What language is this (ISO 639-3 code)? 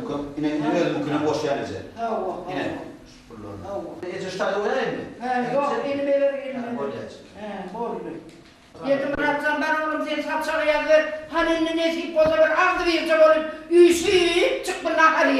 tuk